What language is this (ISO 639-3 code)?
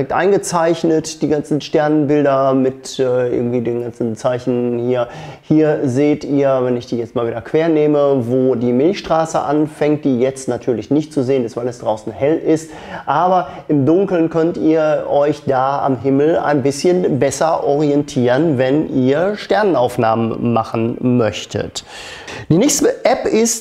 deu